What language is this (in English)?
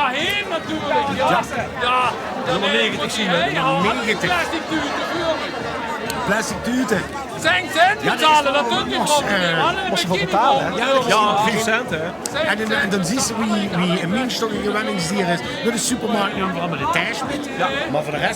Limburgish